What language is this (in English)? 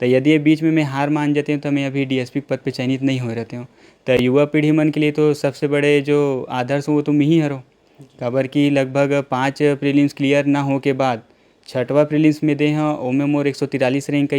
Chhattisgarhi